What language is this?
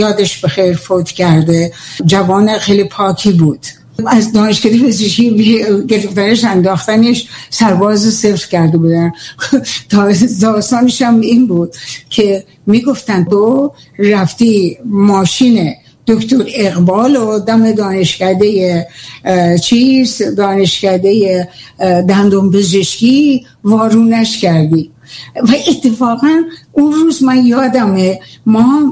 Persian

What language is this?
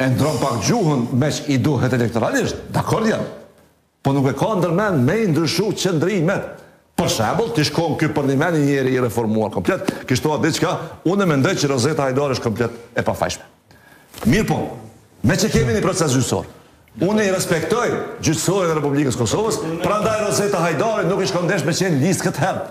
Albanian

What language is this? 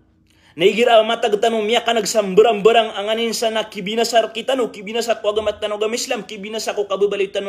Maranao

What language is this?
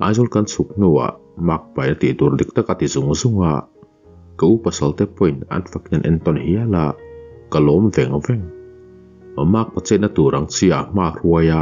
Mizo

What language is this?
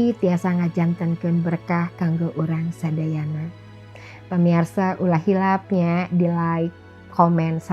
Sundanese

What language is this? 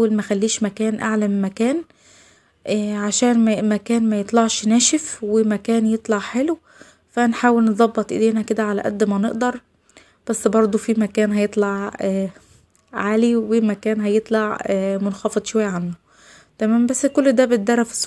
Egyptian Arabic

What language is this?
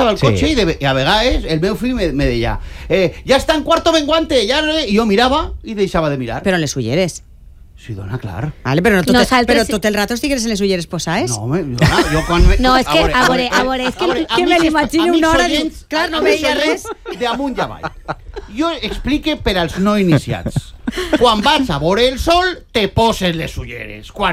Catalan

